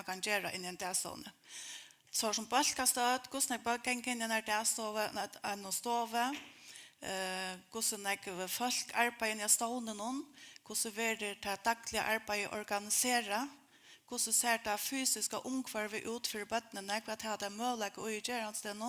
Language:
Faroese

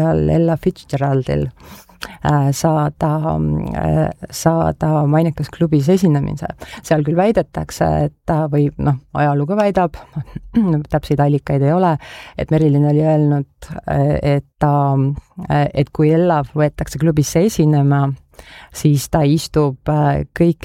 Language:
Estonian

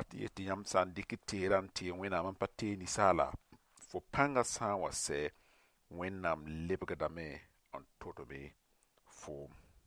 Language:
Mossi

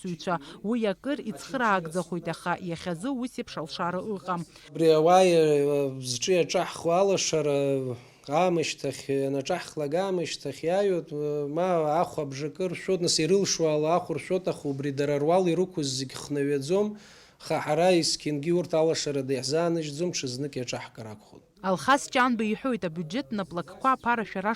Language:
Abkhazian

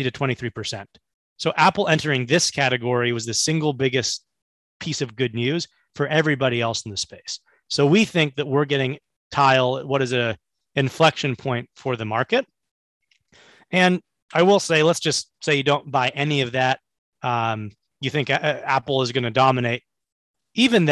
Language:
English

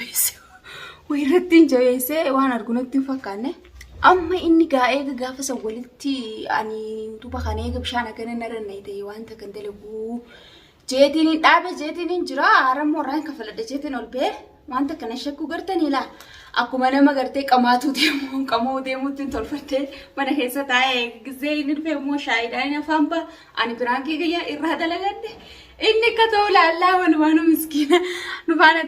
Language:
Oromo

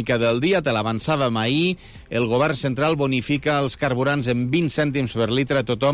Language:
Catalan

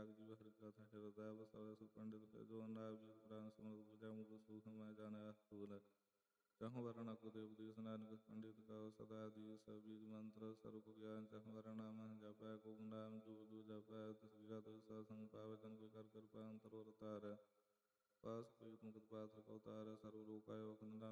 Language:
Punjabi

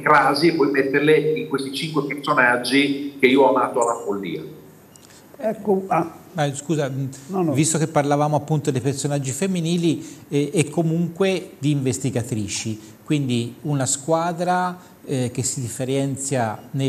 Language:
Italian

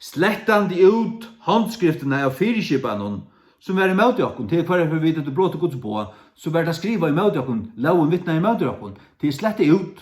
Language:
Faroese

